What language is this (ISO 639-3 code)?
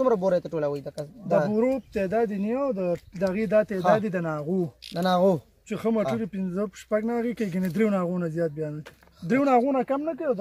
pus